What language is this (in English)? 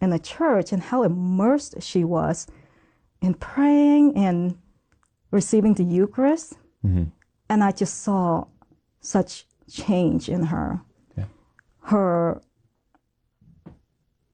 English